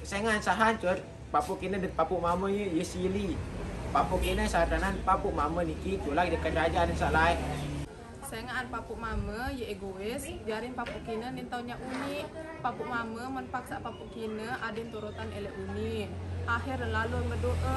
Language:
Sasak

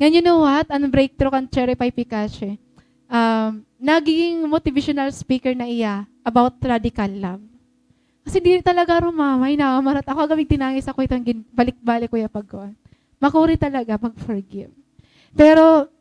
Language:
Waray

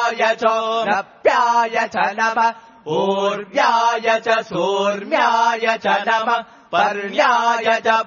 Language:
Sanskrit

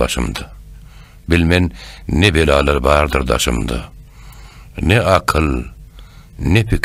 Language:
Turkmen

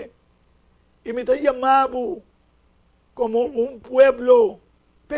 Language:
Papiamento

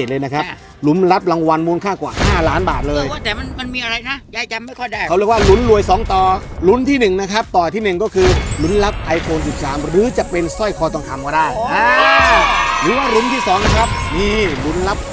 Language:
Thai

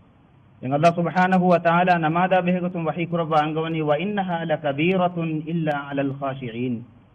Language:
Divehi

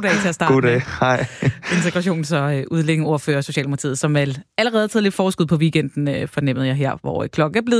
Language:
Danish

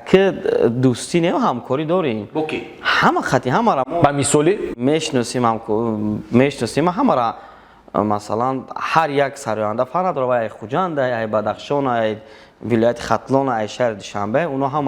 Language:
Tajik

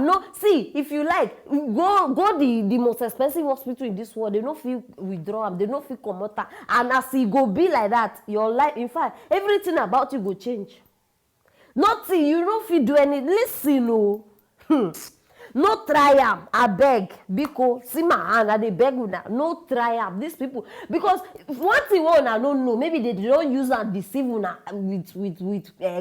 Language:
Nigerian Pidgin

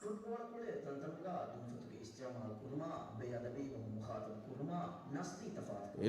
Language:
Divehi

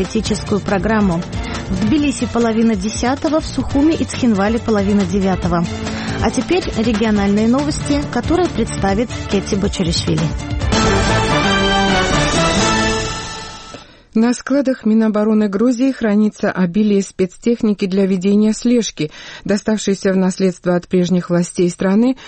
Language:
Russian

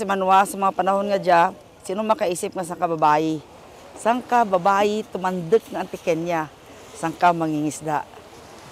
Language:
Kinaray-a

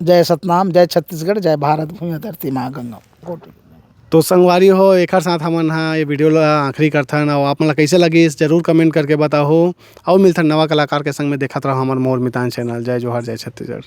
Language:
Chhattisgarhi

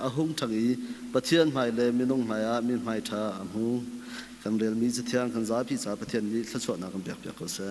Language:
Hakha Chin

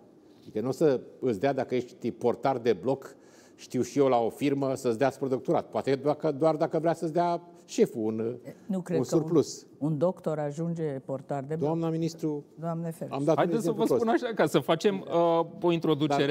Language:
Romanian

